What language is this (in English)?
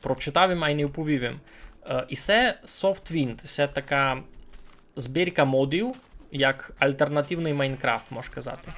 Rusyn